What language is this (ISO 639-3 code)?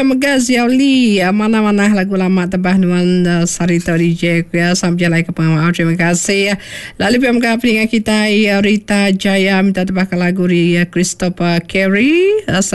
iba